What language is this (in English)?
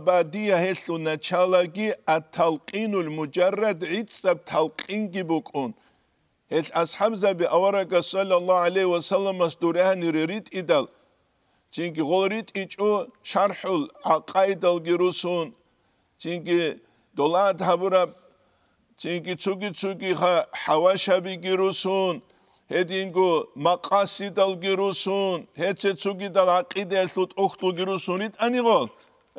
Avaric